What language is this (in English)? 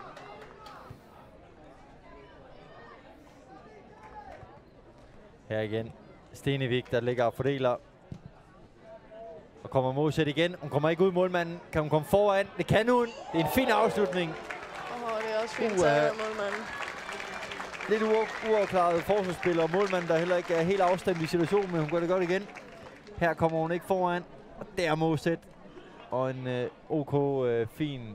Danish